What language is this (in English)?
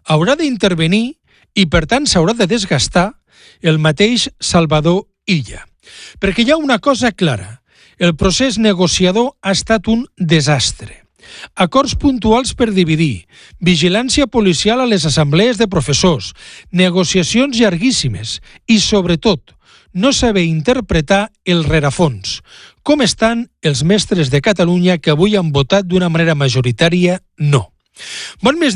Catalan